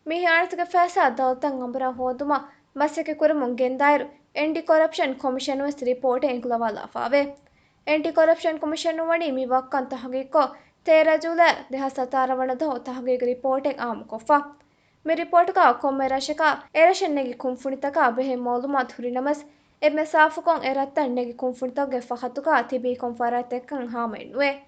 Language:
Divehi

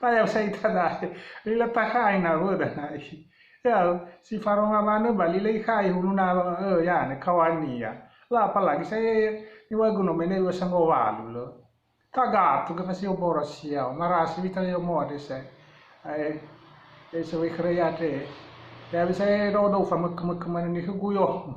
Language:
Nias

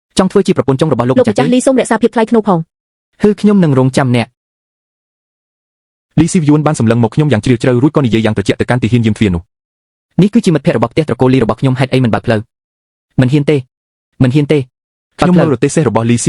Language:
Khmer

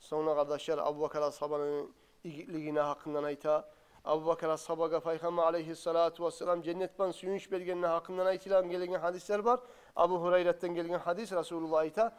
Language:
Kumyk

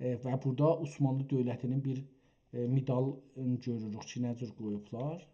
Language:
South Azerbaijani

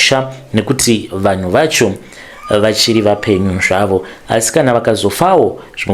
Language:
Shona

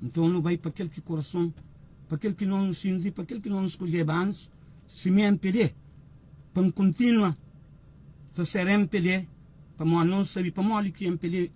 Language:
Kabuverdianu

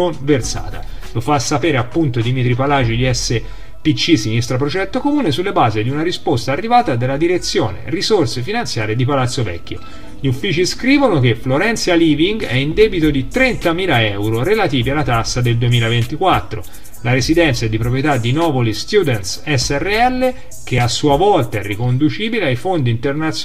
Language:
Italian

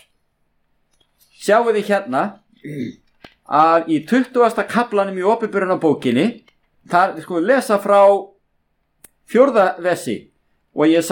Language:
Icelandic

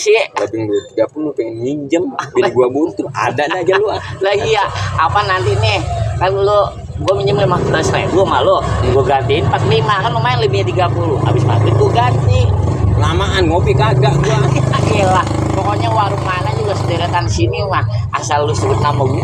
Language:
Betawi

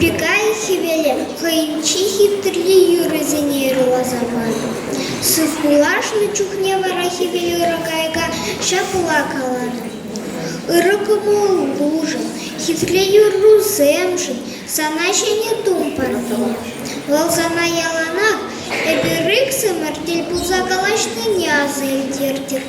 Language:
Chuvash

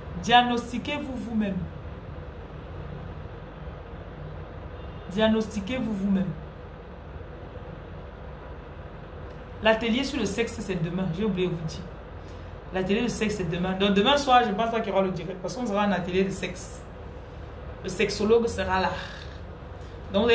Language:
French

